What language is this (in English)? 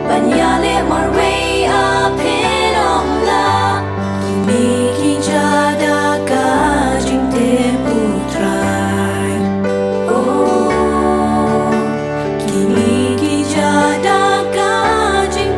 Khasi